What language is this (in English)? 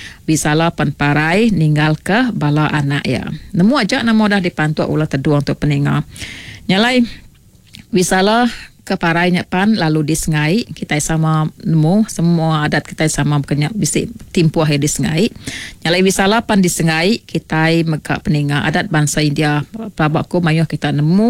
Iban